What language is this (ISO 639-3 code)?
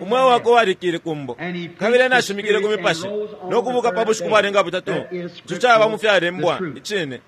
bem